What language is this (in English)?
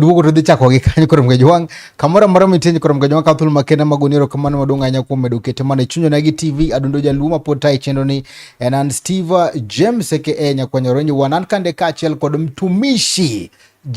Luo (Kenya and Tanzania)